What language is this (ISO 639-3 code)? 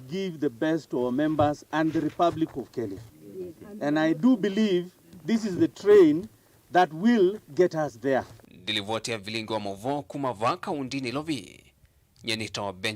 kam